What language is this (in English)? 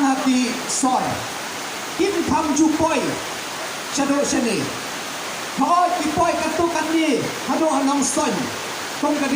Khasi